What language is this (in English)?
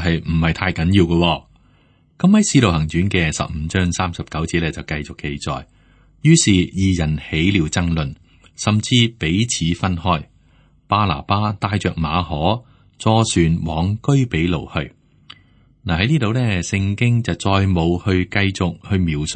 Cantonese